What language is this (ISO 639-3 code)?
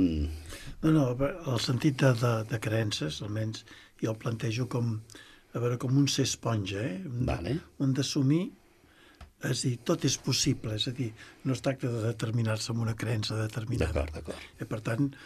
cat